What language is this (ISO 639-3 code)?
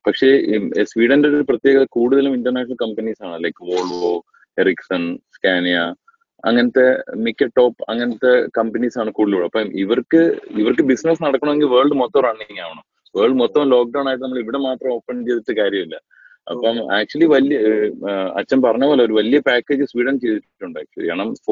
mal